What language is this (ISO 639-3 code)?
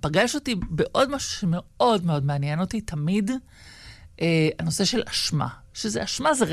heb